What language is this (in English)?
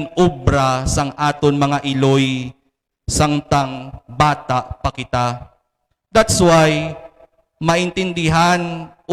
Hiligaynon